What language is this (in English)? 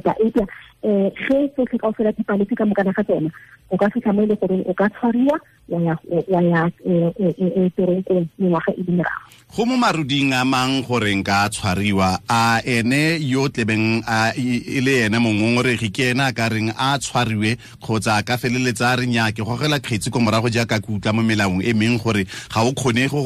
Tswana